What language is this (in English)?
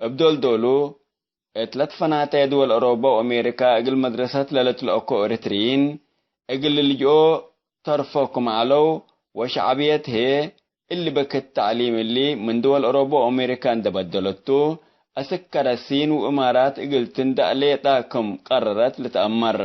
Tigre